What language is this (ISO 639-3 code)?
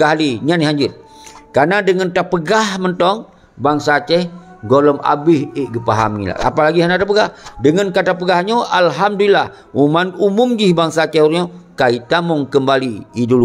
ace